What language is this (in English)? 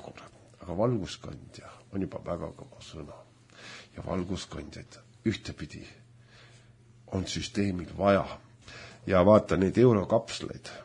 Estonian